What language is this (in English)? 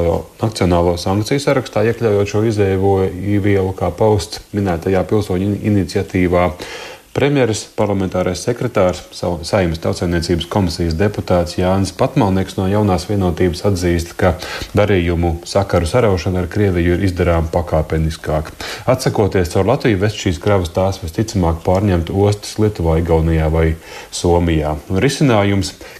Latvian